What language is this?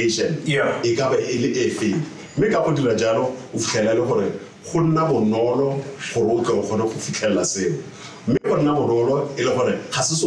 Tswana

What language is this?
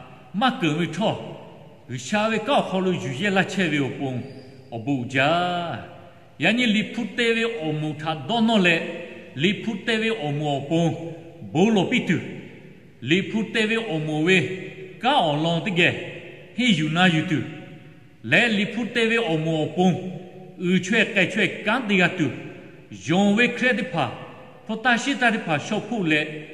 Lahu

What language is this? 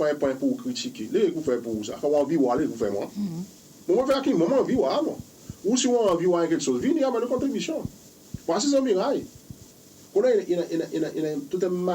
Seselwa Creole French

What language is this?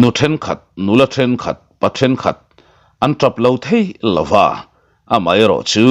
Mizo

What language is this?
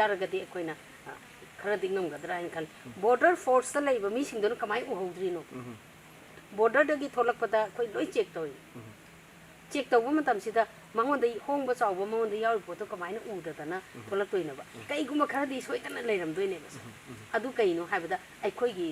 Manipuri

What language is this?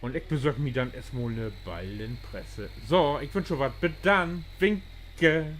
Low German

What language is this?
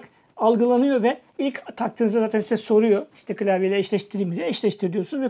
Turkish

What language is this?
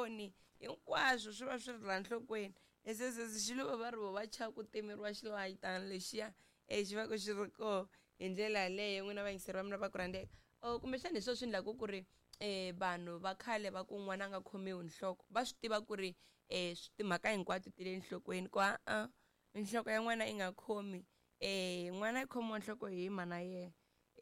Tsonga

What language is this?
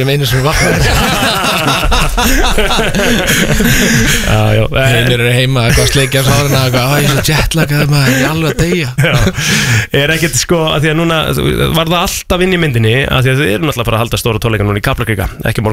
Icelandic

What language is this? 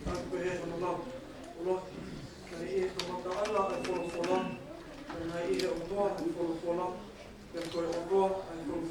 Tongan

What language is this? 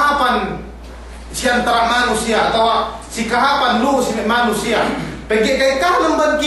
Yakan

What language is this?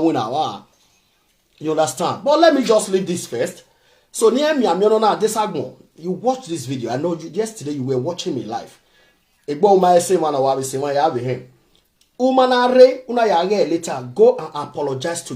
Nigerian Pidgin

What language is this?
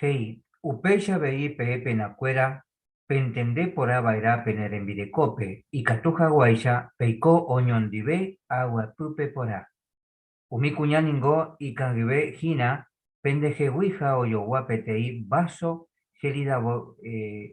Guarani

